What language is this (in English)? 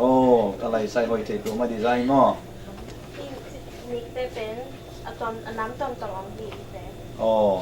Tedim Chin